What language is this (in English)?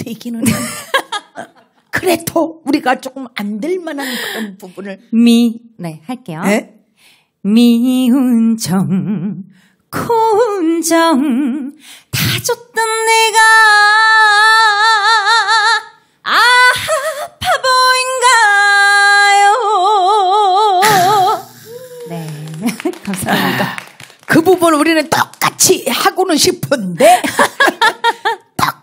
Korean